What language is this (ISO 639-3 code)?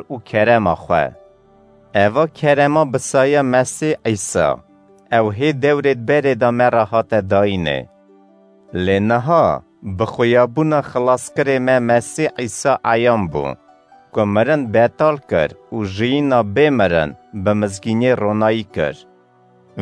kur